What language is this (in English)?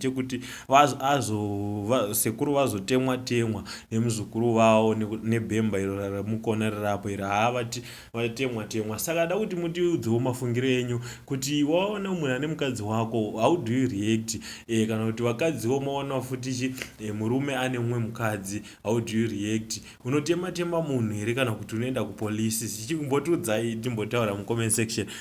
Shona